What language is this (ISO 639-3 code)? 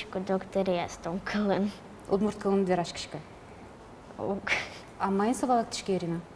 udm